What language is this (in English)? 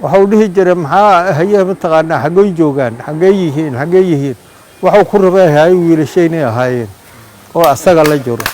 Somali